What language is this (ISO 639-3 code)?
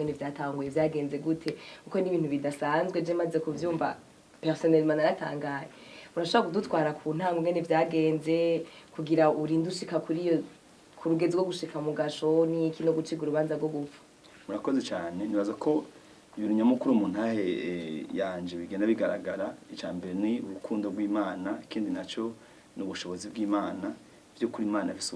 run